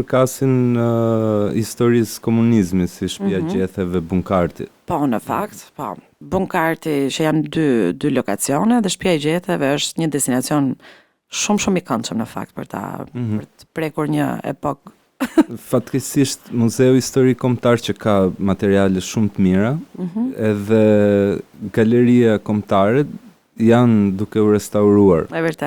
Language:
Albanian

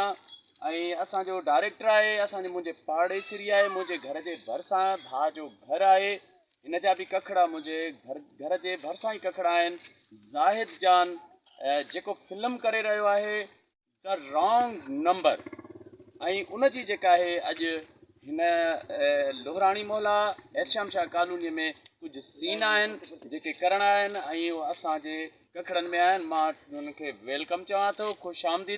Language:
Sindhi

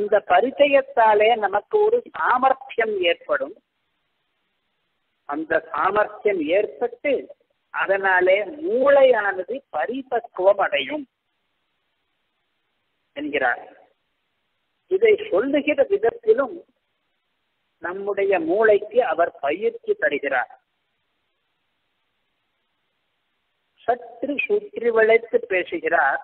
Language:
Tamil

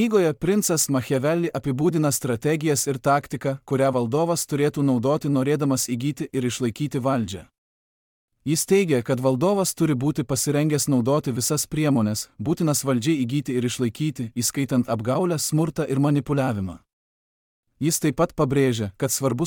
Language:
Lithuanian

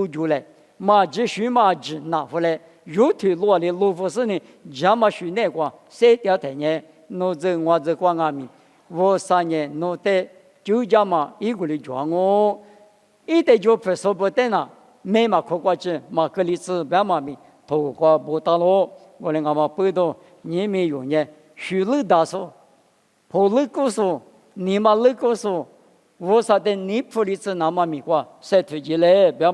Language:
Lisu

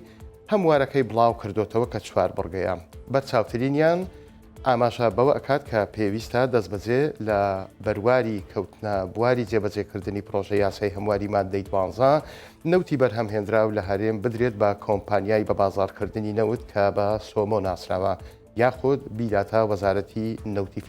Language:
Central Kurdish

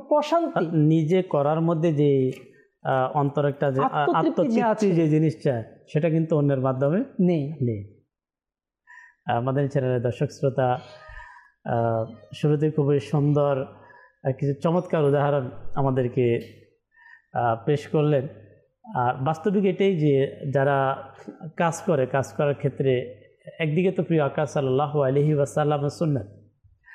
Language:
Bangla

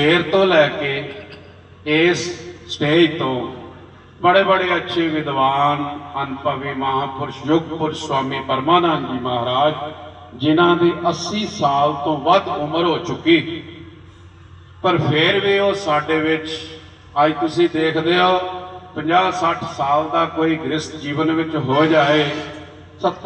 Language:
Punjabi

